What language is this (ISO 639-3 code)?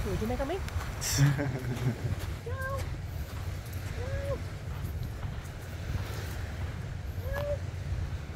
msa